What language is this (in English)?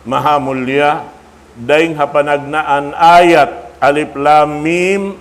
Tausug